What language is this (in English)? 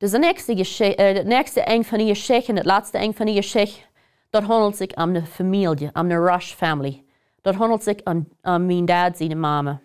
Plautdietsch